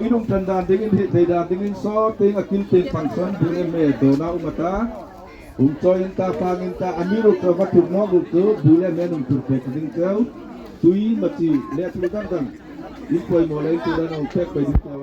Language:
Hmar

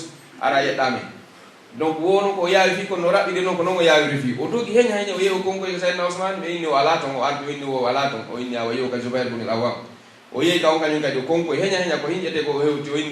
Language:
Pular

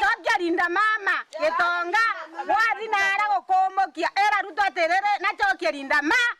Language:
Meru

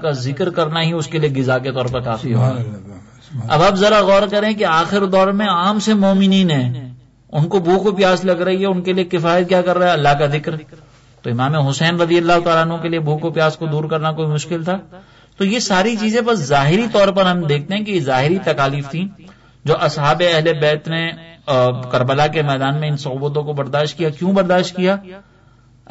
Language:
Urdu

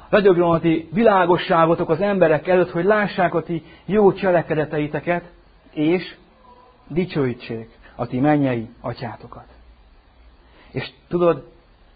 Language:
Hungarian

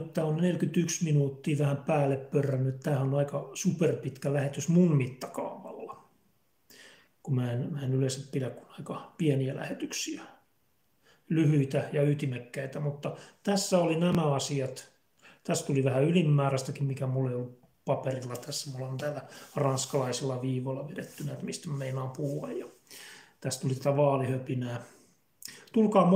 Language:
Finnish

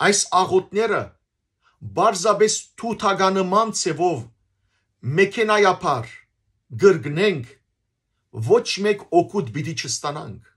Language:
Western Armenian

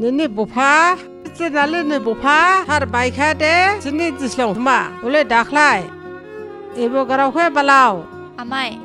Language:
Dimasa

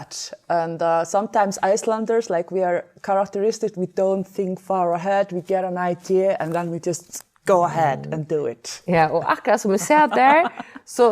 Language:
Faroese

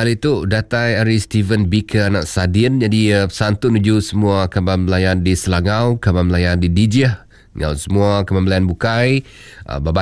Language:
Iban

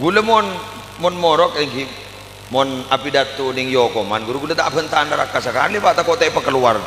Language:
Madurese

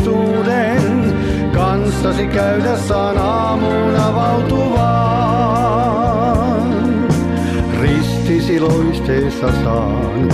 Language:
Finnish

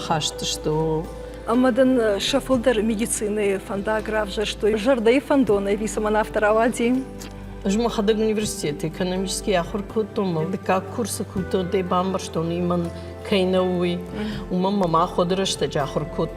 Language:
Ossetic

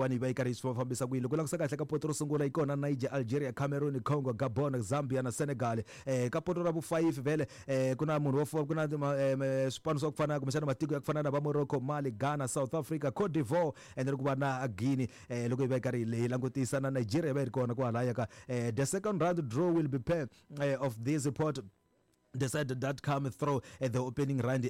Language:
Tsonga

